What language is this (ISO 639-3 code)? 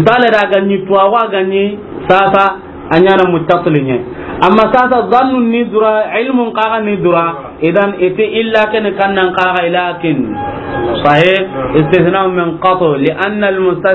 snk